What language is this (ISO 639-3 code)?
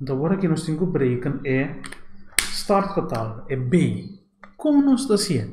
pap